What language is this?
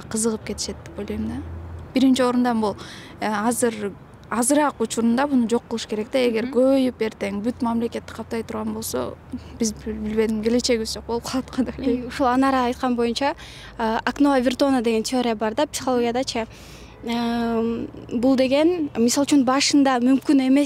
Kyrgyz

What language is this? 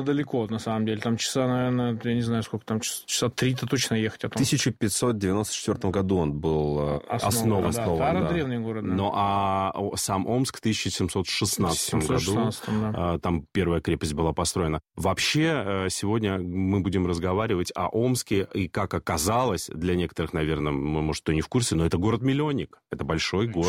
Russian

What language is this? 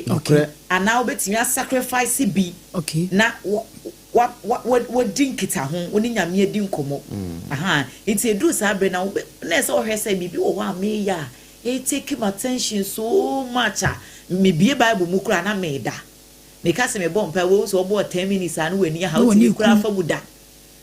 Akan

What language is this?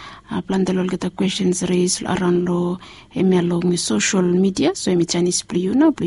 Bislama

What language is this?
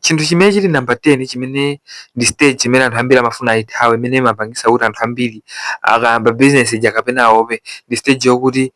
Nyanja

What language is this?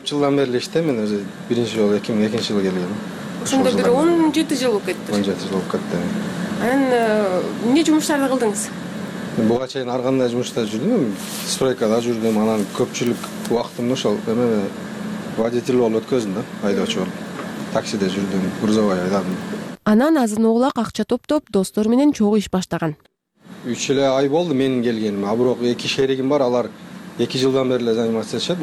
Kyrgyz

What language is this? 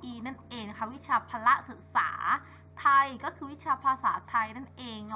Thai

